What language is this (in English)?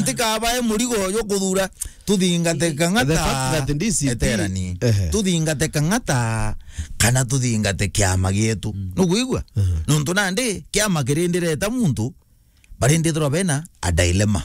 Meru